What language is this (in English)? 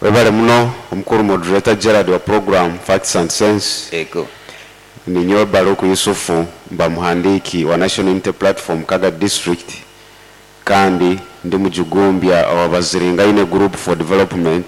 Nyoro